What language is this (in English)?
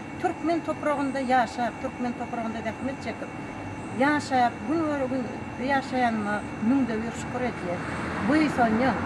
Turkmen